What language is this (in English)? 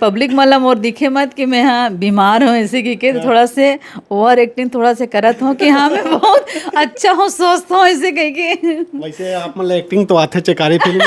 Chhattisgarhi